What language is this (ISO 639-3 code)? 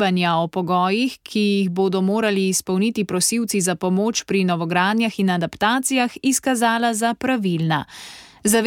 slv